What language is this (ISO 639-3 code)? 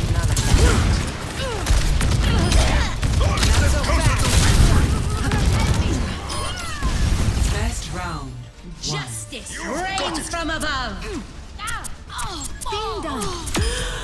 eng